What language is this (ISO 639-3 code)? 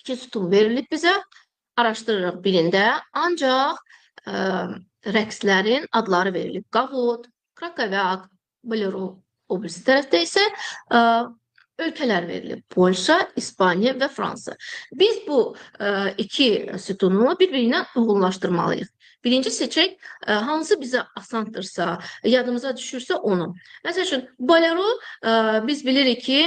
aze